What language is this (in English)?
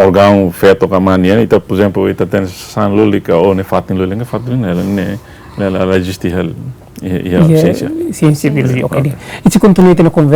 Tetum